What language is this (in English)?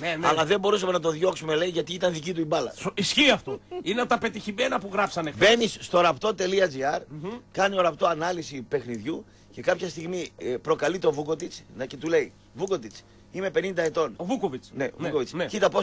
Greek